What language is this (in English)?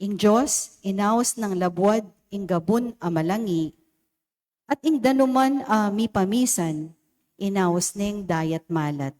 Pampanga